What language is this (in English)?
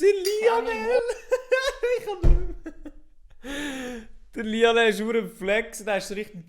Swiss German